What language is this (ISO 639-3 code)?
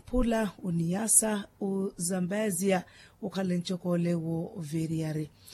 vmw